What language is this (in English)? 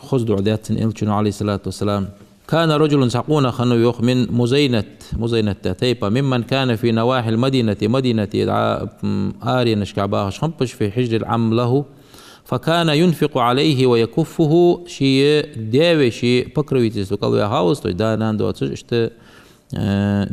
Ingush